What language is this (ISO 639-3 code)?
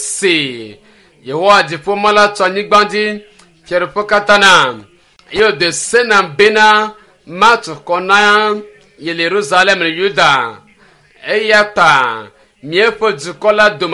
ewe